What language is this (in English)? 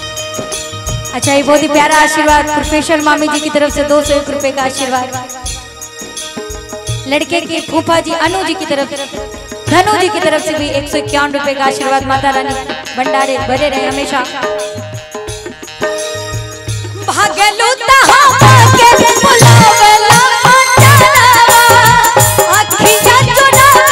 Bhojpuri